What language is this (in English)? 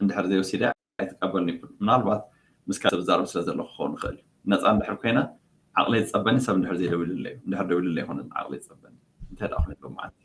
Tigrinya